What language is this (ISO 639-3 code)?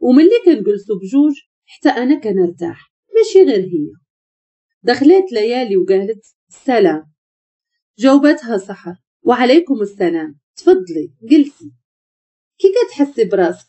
ary